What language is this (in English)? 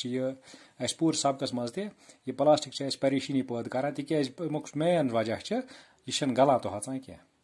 Kashmiri